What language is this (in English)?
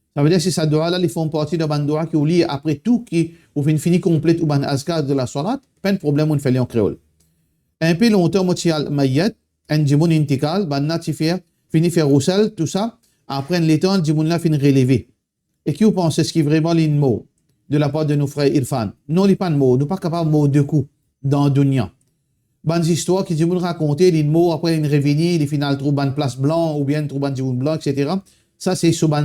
Morisyen